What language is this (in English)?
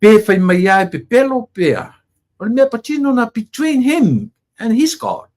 Samoan